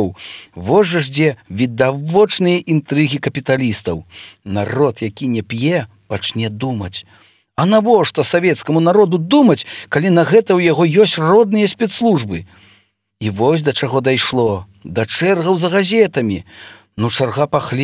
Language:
Belarusian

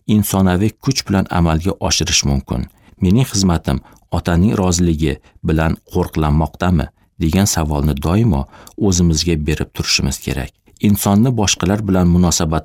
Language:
Uzbek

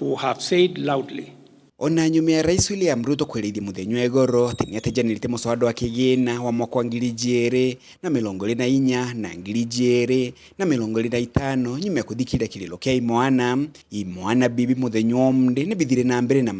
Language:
Meru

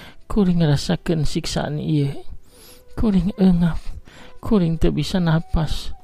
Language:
Sundanese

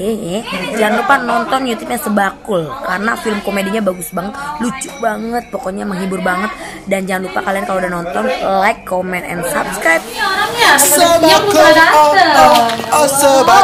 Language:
Betawi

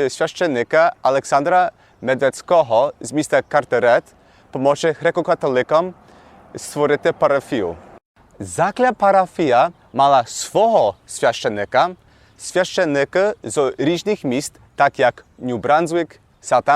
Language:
Rusyn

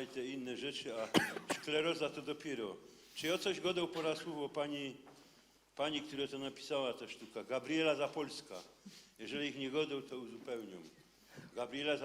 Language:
Silesian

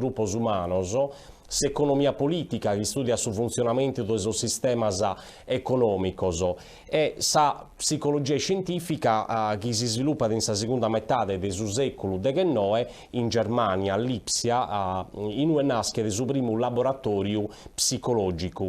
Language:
Sardinian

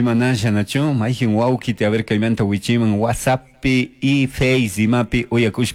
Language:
Chimborazo Highland Quichua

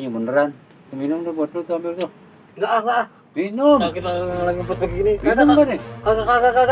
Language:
Betawi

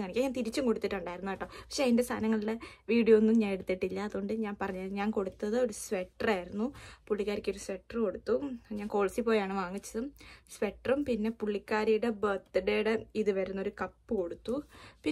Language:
Malayalam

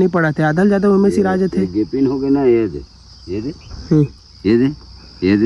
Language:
Chhattisgarhi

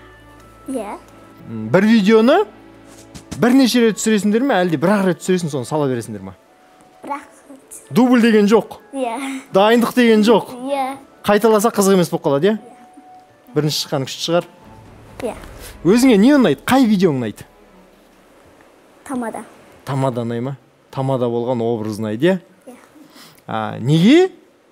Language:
Kazakh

